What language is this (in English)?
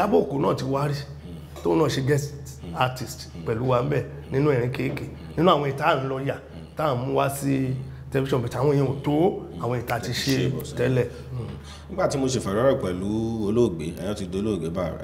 Yoruba